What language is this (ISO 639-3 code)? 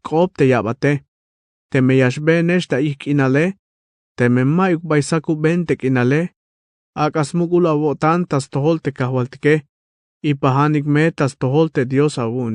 tzh